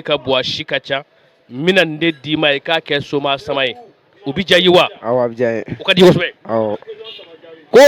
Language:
Bambara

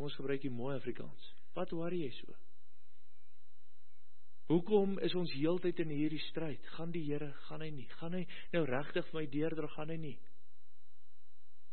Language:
Afrikaans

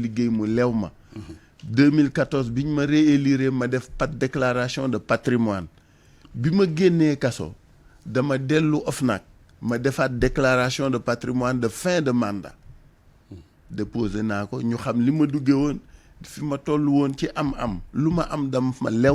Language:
Wolof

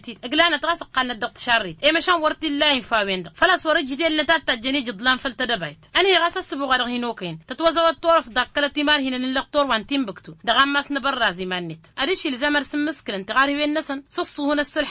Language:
Tamasheq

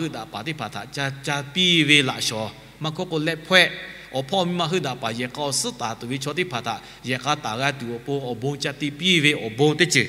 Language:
Lahu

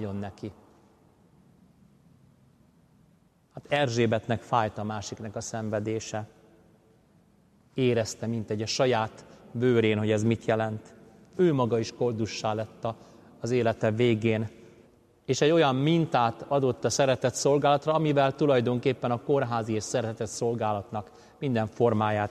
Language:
Hungarian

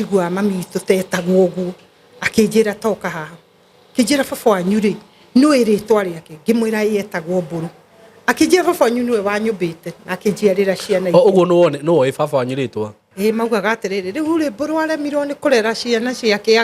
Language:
Kikuyu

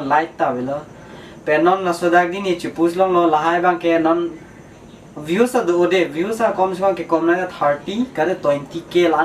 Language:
Karbi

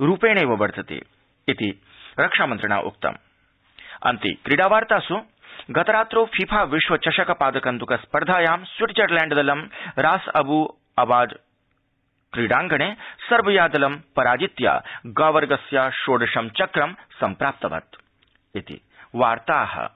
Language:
Sanskrit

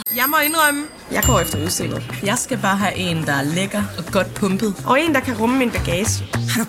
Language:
Danish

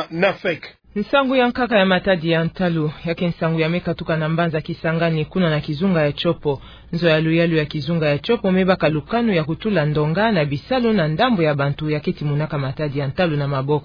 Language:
Kituba (Democratic Republic of Congo)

